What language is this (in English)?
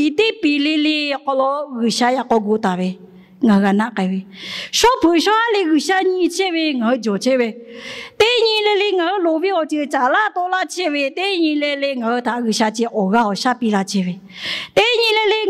Lahu